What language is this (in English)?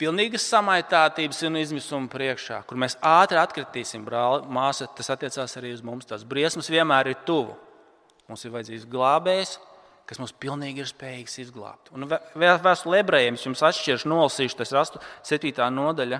Latvian